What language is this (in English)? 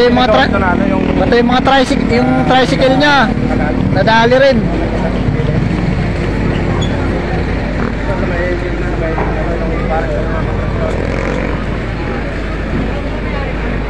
Filipino